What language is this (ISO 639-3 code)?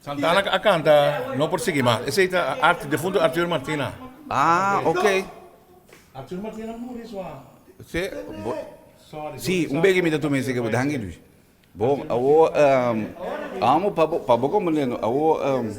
pap